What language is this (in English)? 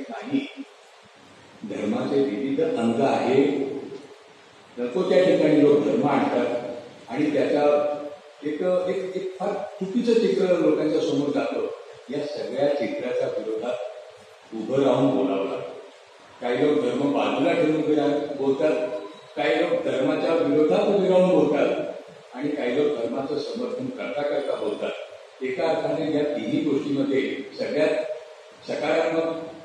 Marathi